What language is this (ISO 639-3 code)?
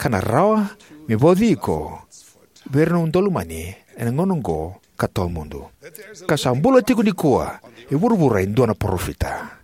fij